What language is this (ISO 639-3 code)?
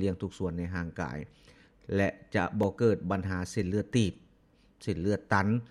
lao